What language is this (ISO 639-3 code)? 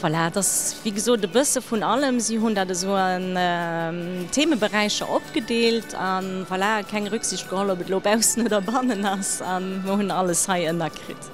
ltz